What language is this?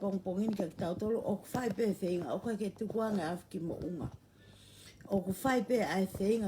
Tongan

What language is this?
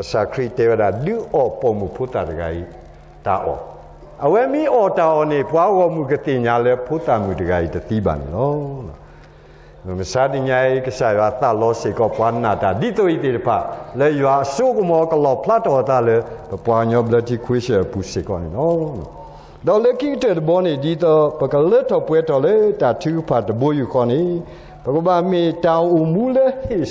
S'gaw Karen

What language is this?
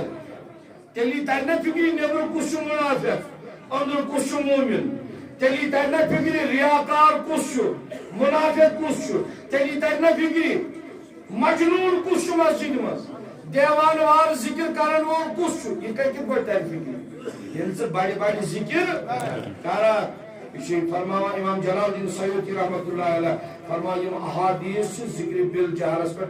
Kashmiri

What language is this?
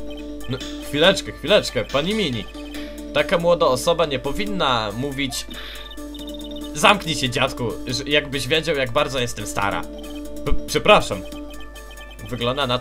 Polish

